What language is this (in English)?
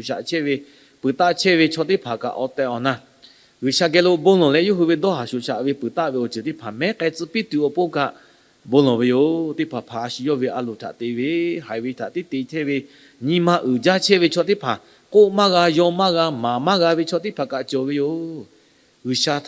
Lahu